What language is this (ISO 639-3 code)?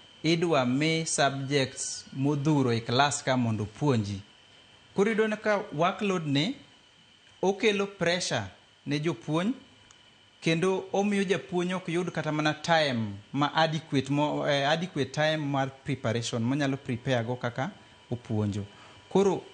luo